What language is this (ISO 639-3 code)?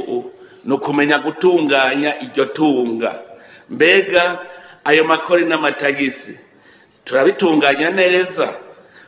run